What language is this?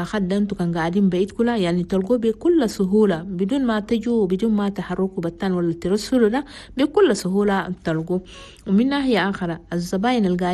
Chadian Arabic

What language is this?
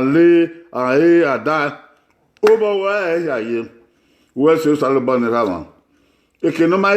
Bini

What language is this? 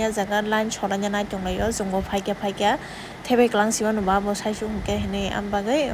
Kok Borok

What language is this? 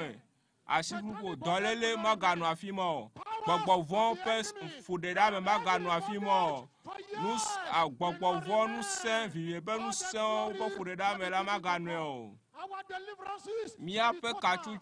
Ewe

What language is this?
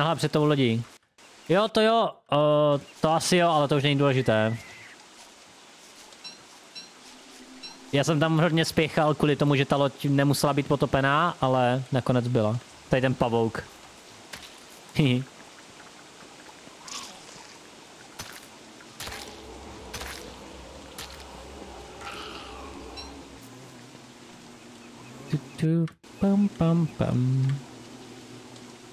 Czech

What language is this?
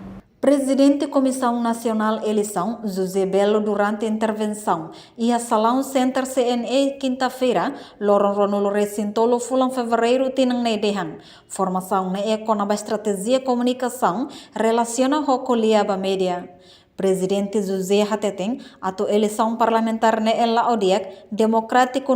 Tetum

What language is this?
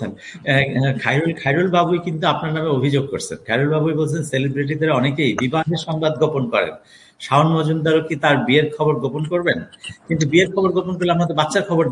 Bangla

